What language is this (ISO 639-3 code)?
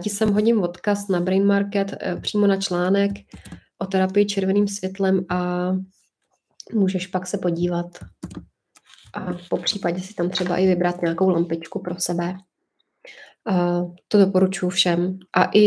ces